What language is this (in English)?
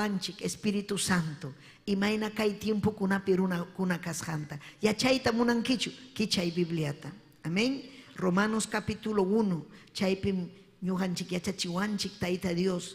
Ayacucho Quechua